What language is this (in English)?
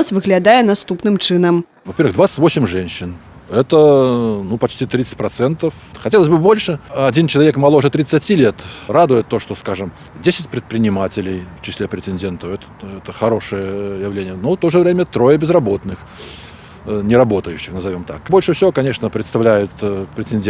Belarusian